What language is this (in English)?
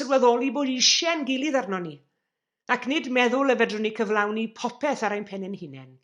Welsh